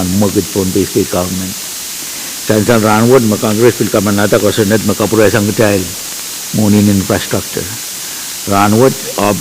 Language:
Pohnpeian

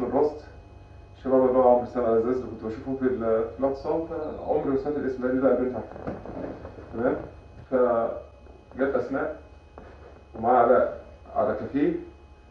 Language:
Egyptian Arabic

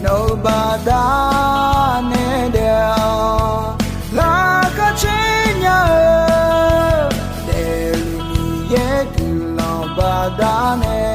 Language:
Akha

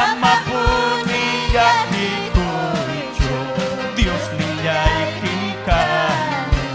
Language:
Ayacucho Quechua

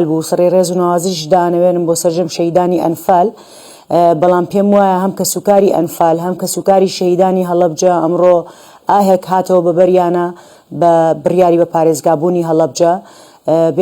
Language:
Central Kurdish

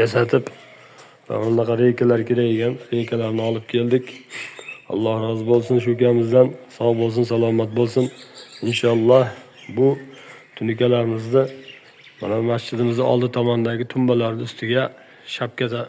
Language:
Uzbek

